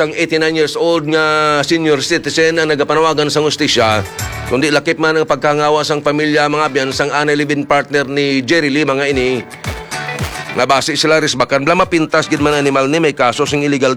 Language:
Hiligaynon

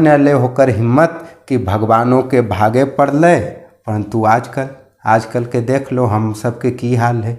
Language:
Magahi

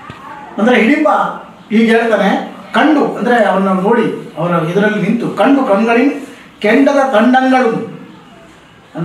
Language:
Kannada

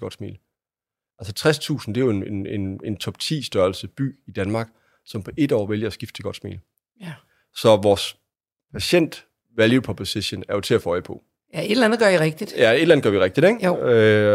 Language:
Danish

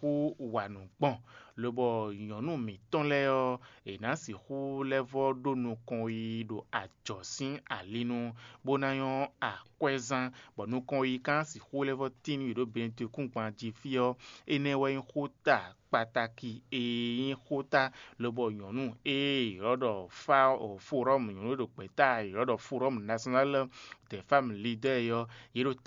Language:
Fon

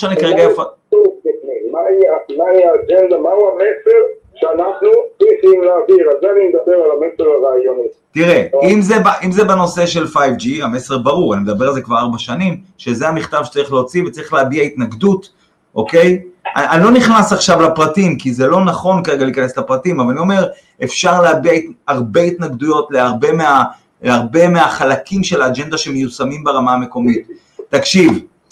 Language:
Hebrew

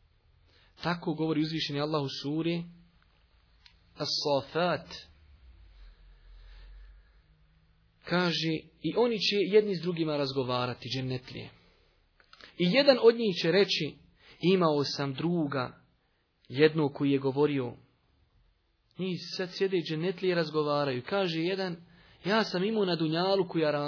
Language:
Bosnian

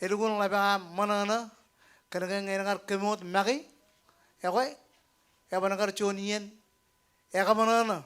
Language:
Marshallese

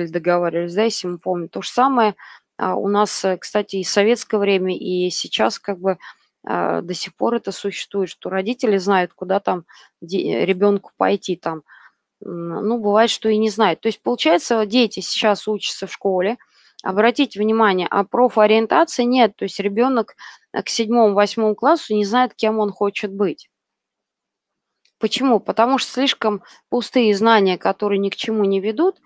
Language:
Russian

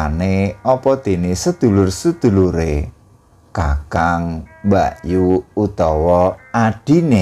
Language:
Javanese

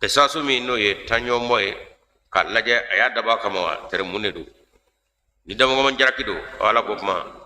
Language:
Bambara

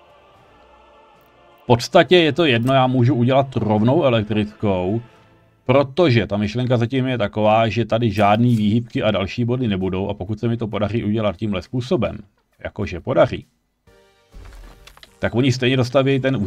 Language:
Czech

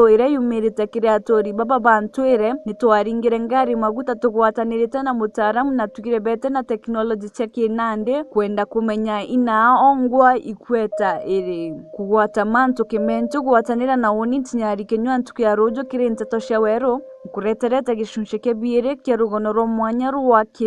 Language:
Meru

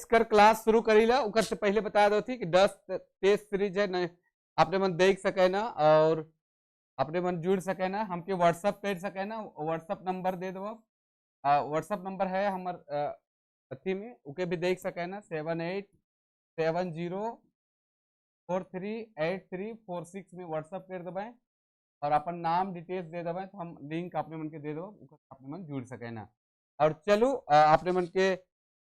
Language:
Sadri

